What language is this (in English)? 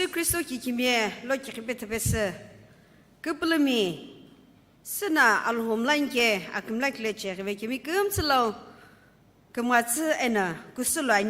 Sumi Naga